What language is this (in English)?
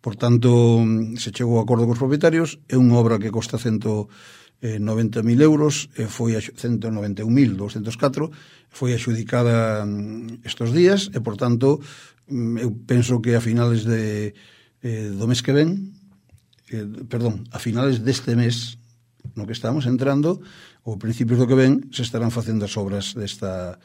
Galician